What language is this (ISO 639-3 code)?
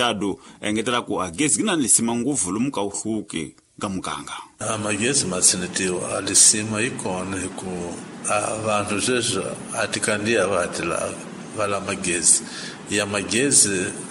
tso